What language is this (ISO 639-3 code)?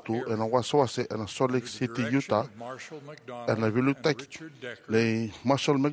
fij